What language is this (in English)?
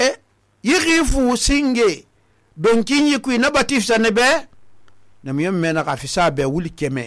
Susu